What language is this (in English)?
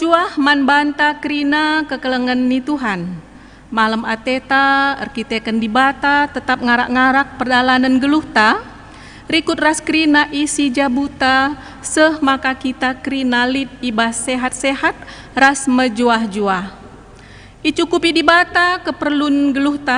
Batak Karo